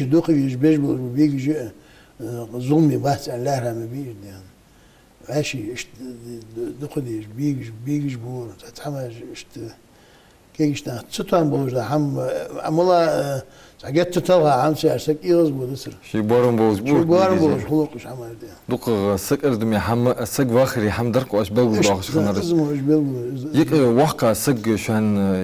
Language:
Ingush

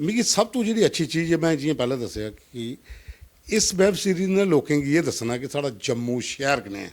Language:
Dogri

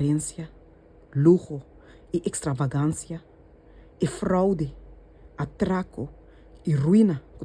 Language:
Papiamento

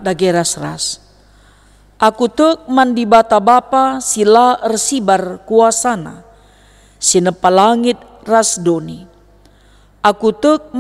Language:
Batak Karo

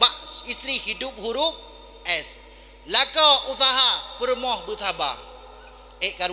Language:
Achinese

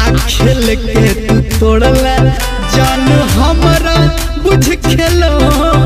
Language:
Maithili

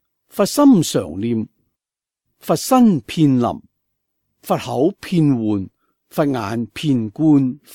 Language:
Cantonese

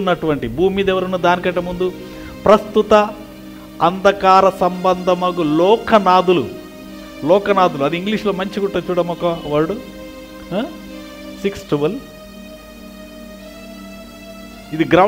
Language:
Telugu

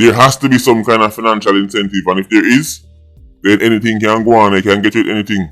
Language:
Jamaican Creole English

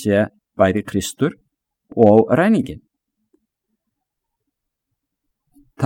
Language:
Icelandic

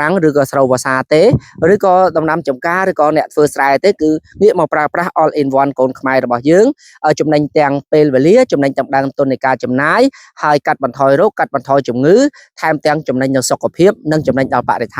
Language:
Khmer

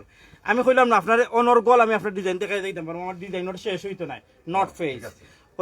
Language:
Sylheti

